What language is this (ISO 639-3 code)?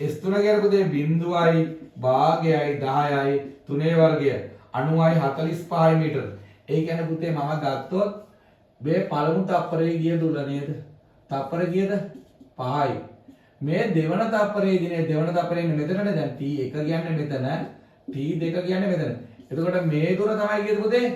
sin